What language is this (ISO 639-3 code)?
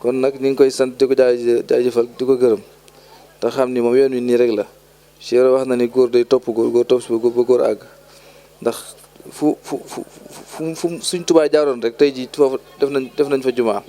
wol